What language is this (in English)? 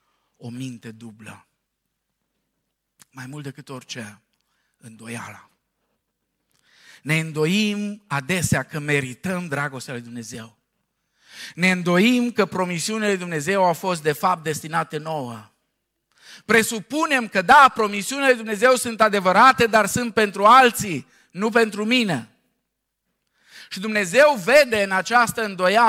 Romanian